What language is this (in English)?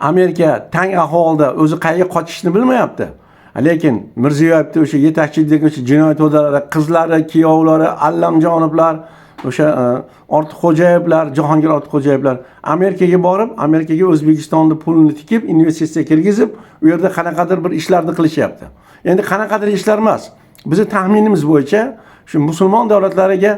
Uzbek